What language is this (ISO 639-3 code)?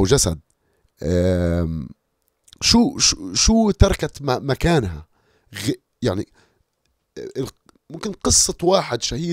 apc